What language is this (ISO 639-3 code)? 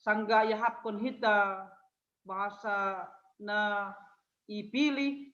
bts